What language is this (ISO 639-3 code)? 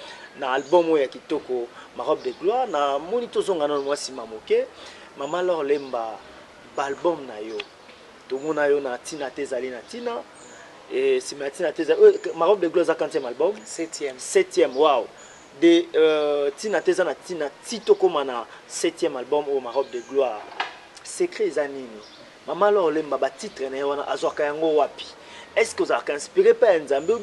lin